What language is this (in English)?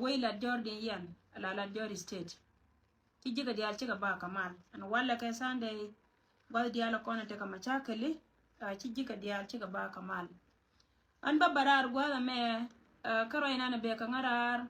Nuer